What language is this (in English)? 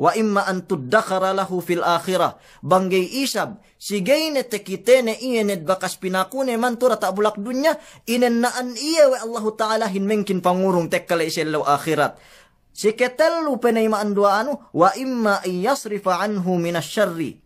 Yakan